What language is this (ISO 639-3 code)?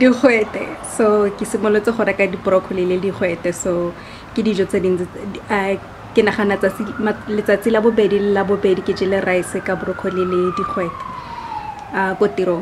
tsn